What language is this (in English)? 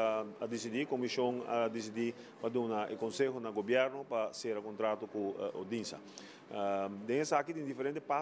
Papiamento